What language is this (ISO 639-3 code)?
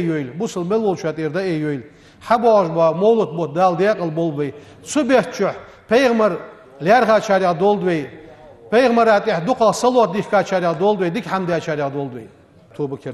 inh